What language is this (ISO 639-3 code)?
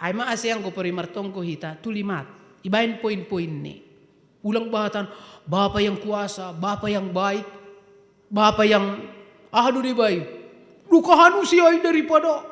bts